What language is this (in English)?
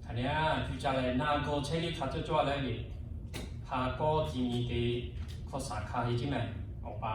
Lahu